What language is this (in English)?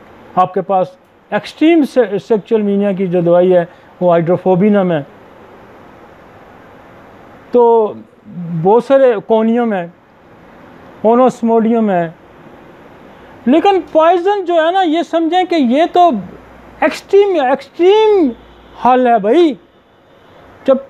Hindi